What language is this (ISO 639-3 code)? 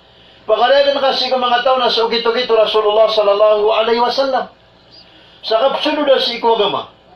mrw